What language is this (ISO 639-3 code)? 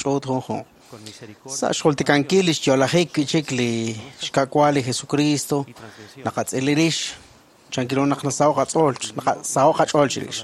kek